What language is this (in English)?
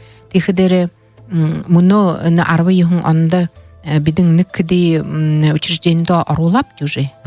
Buriat